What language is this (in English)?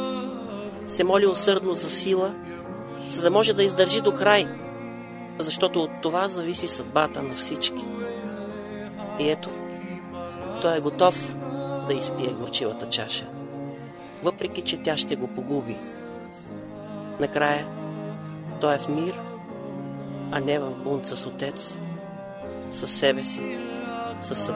Bulgarian